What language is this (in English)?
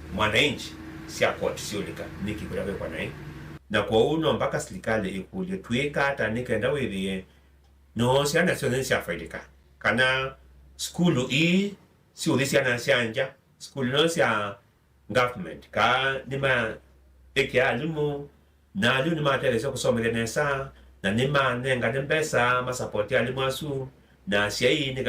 Kamba